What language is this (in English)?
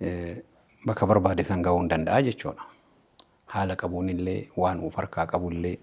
Oromo